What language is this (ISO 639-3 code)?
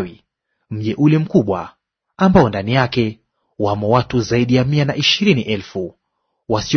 swa